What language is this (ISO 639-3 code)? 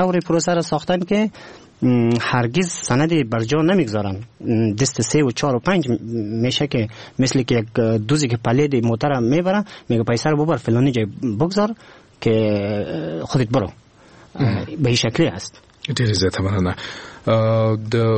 fas